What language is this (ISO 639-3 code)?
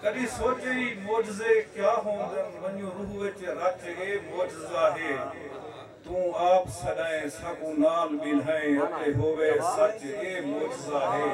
skr